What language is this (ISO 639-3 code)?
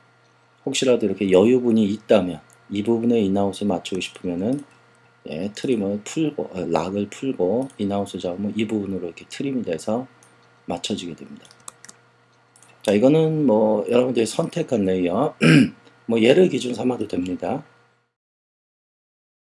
kor